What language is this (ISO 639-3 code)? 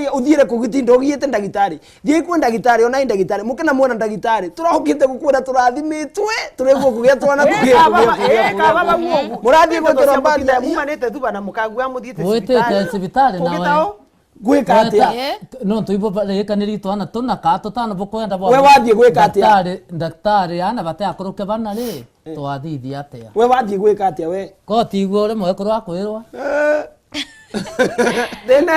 mer